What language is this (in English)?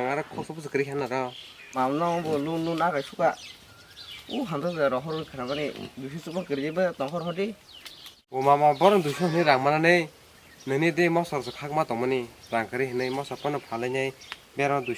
Kok Borok